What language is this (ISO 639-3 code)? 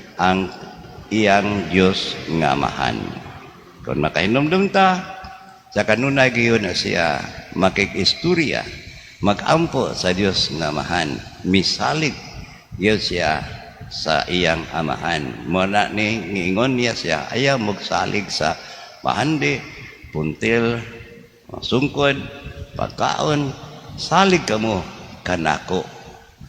ceb